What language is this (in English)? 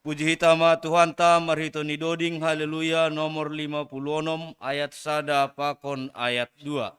Batak Simalungun